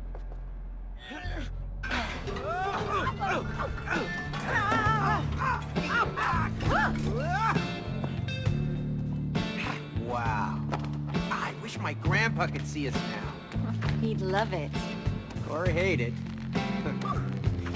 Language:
English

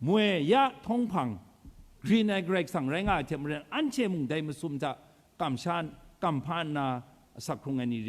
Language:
Kachin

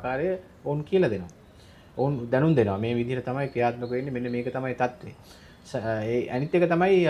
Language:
Sinhala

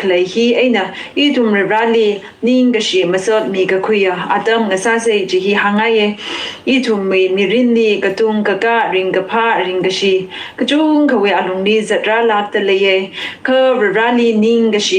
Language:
Tangkhul Naga (India)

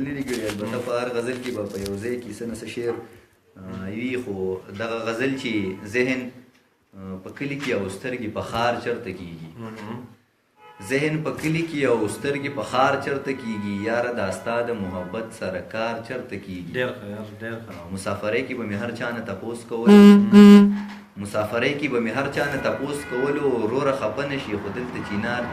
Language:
Pashto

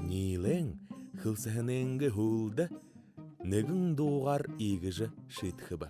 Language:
Buriat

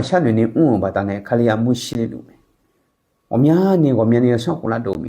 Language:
Akha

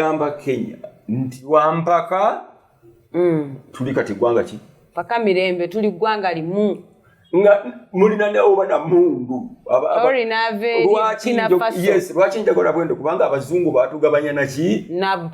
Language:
Ganda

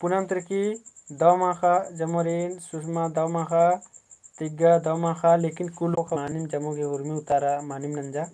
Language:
Kurukh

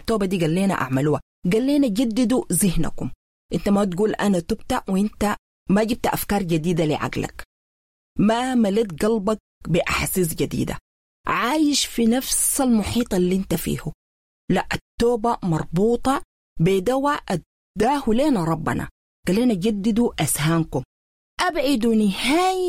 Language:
Sudanese Arabic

